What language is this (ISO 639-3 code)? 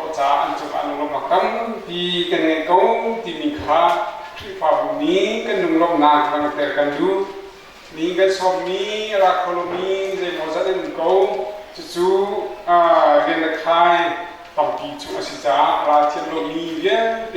cnh